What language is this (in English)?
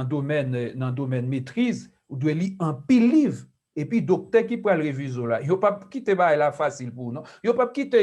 Haitian Creole